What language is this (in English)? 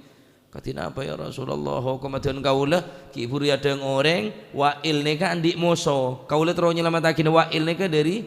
Madurese